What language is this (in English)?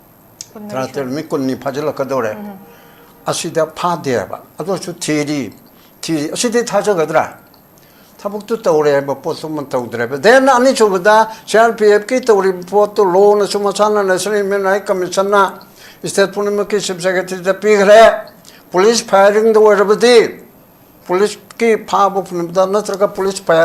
Manipuri